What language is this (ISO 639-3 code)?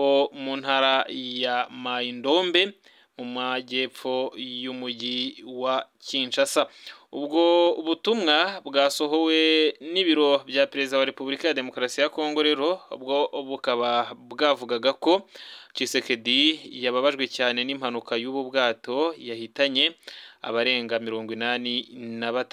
kin